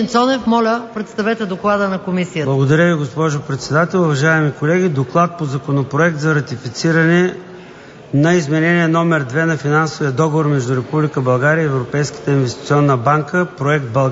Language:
Bulgarian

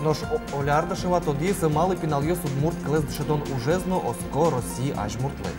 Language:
Udmurt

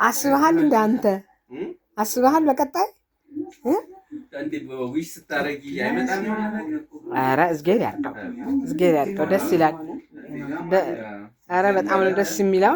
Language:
Amharic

